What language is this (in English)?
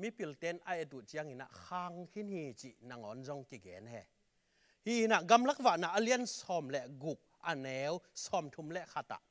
Tedim Chin